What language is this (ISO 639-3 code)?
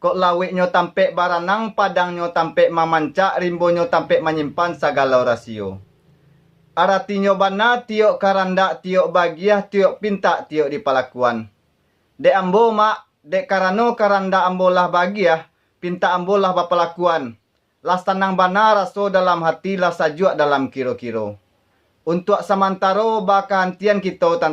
min